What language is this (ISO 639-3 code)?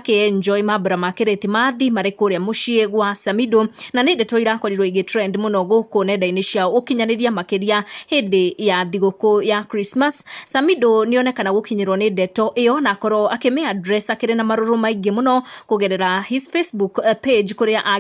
kik